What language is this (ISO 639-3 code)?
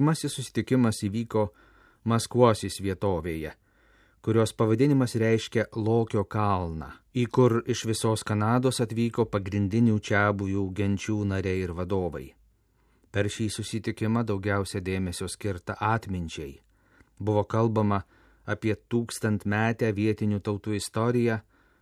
lit